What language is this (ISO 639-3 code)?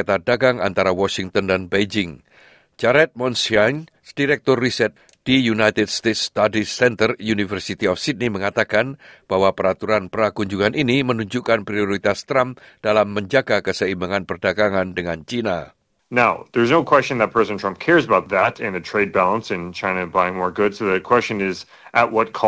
ind